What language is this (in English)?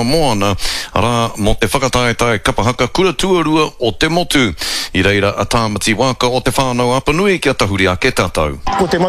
Māori